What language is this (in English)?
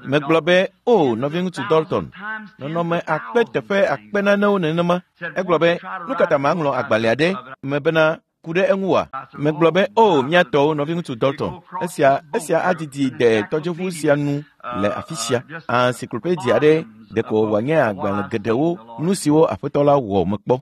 Ewe